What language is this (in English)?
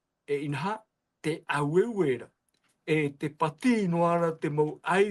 Tahitian